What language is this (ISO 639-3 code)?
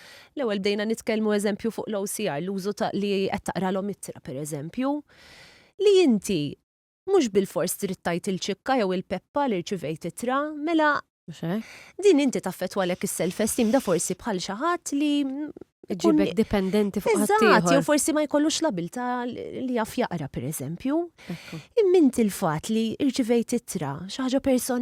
mlt